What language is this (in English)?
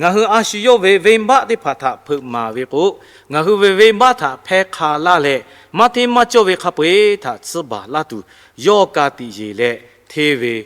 Lahu